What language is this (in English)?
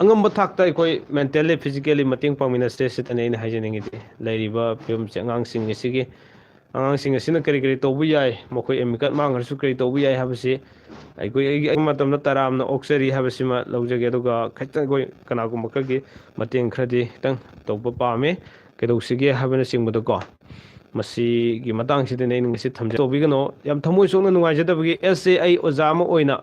Manipuri